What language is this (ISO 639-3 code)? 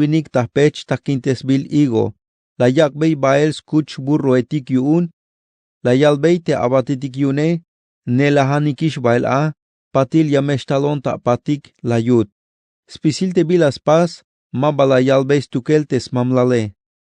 tzh